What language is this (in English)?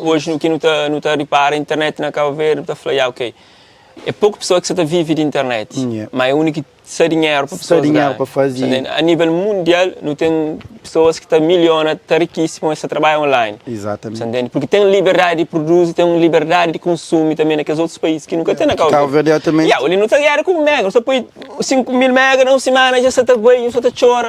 Kabuverdianu